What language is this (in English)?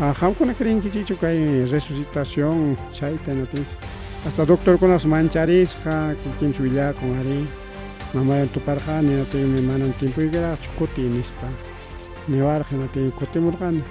Ayacucho Quechua